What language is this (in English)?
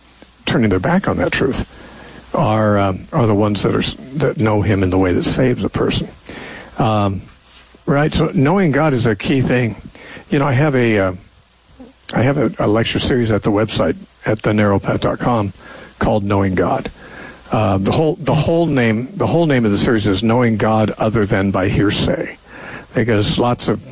English